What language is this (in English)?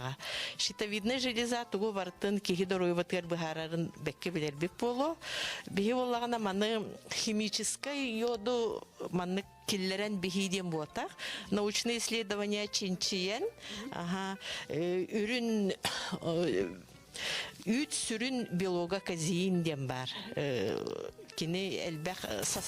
Yakut